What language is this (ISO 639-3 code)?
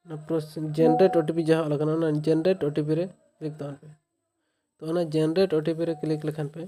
sat